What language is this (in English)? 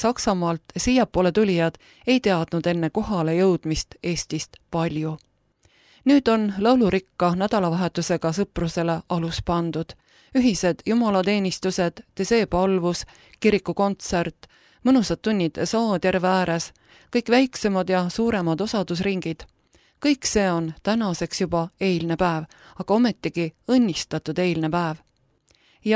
Estonian